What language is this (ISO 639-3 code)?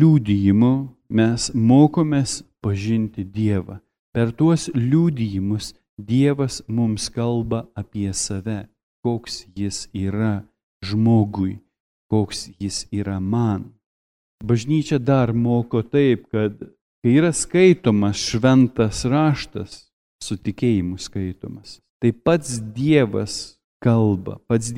lit